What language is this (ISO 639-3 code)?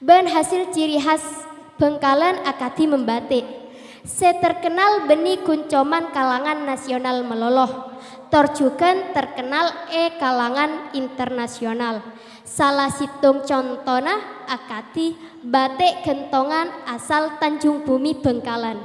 mad